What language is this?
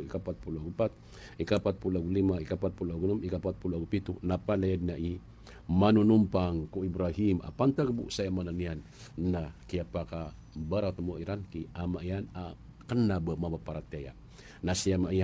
Maranao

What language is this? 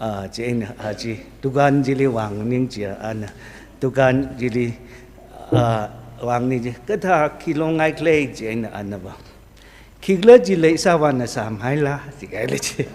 Tangkhul Naga (India)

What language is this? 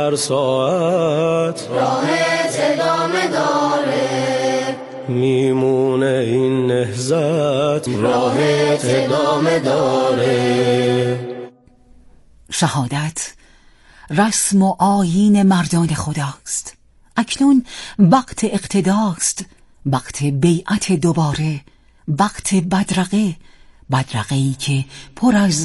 Persian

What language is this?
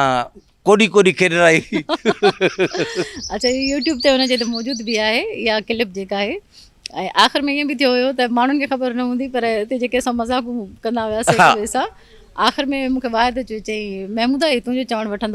Sindhi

